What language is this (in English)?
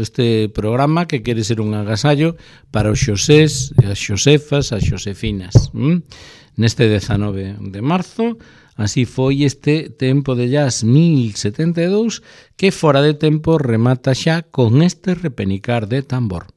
Galician